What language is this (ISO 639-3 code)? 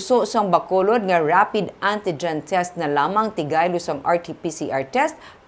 hil